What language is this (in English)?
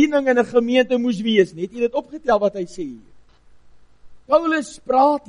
Afrikaans